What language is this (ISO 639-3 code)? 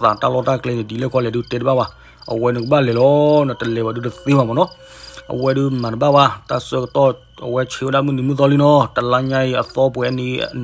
ksw